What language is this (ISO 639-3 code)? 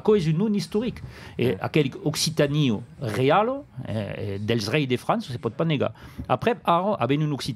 oci